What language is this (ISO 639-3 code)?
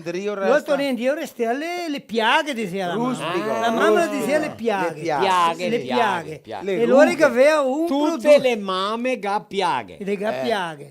vec